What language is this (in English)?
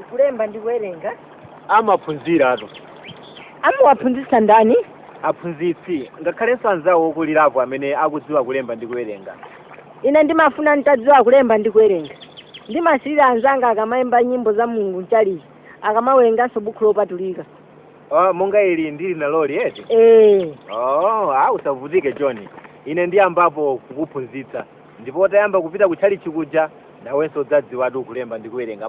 Nyanja